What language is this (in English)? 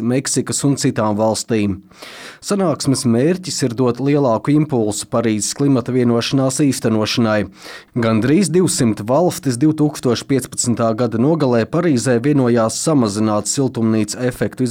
Latvian